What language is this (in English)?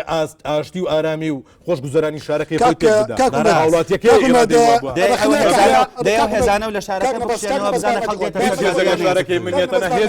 Central Kurdish